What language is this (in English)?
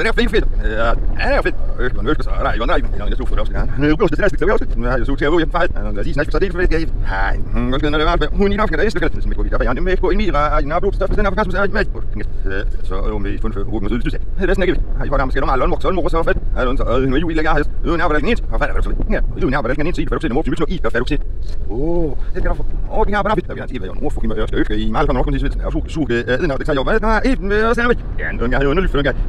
Danish